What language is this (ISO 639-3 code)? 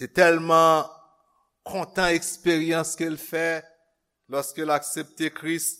hat